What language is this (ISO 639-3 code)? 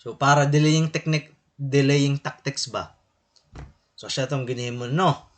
war